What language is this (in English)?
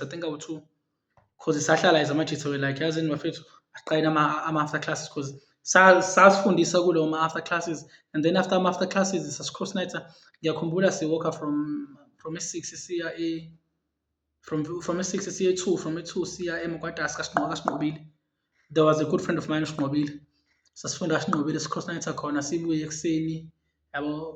Zulu